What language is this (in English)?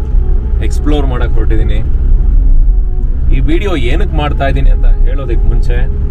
Kannada